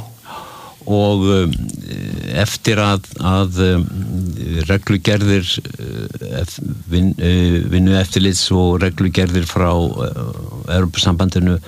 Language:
Icelandic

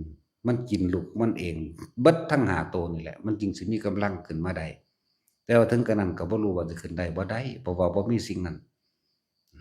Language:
Lao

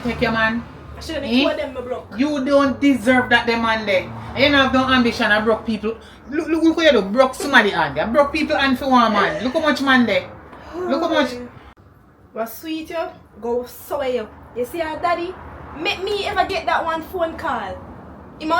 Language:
Jamaican Creole English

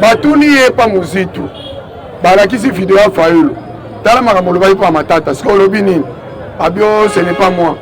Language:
Lingala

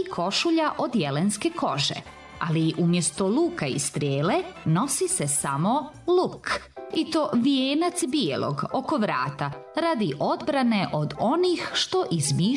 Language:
Serbian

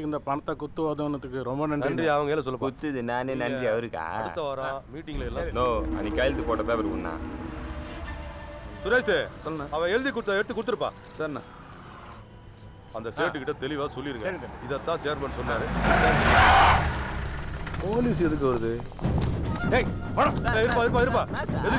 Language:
Tamil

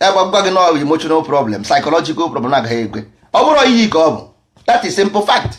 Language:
Igbo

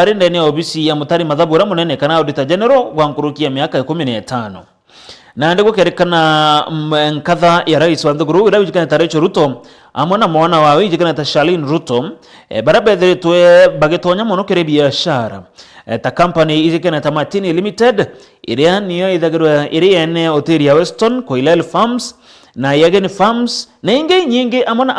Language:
Meru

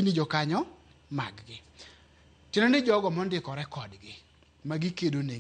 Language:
Luo (Kenya and Tanzania)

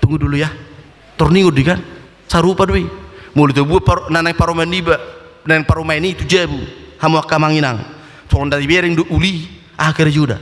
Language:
Batak Toba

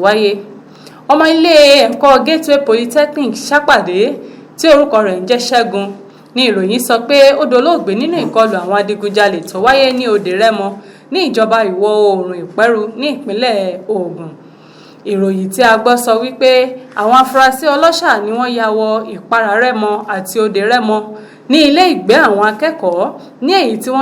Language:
Yoruba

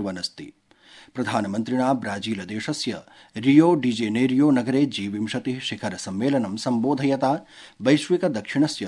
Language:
Sanskrit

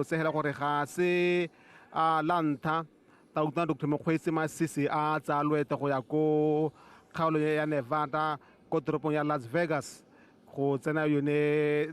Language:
Tswana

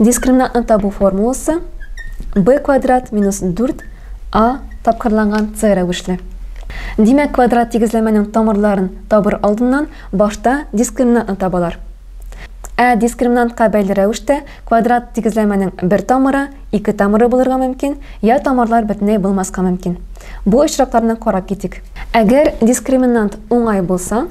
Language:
Tatar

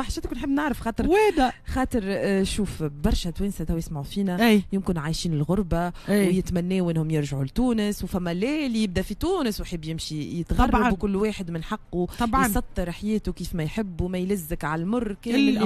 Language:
Tunisian Arabic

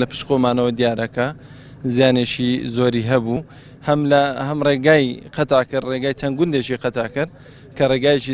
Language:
Central Kurdish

